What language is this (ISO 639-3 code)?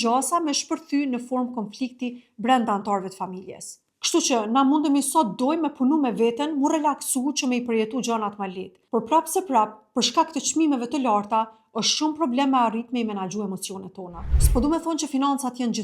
sqi